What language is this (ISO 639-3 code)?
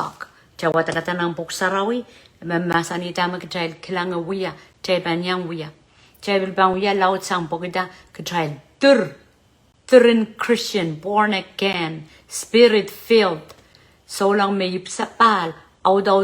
pon